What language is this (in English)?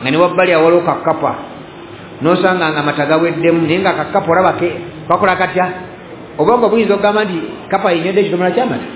Ganda